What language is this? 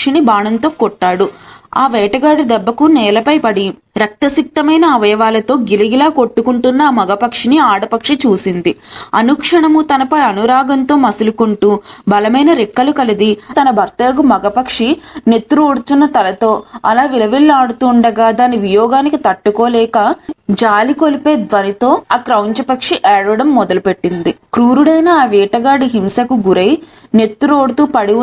Telugu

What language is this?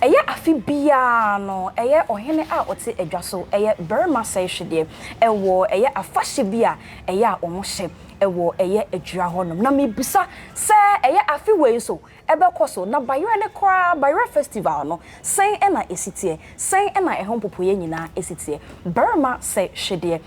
Akan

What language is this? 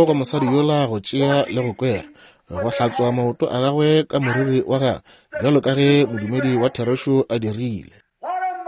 Northern Sotho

